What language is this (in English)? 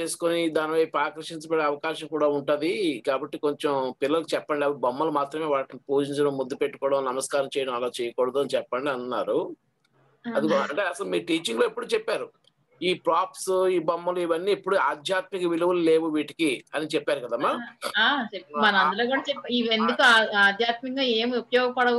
Telugu